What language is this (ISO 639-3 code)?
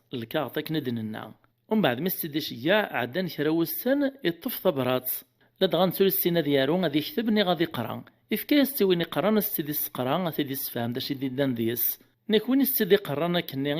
kab